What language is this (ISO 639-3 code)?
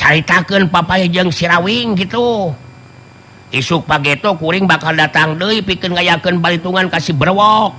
sun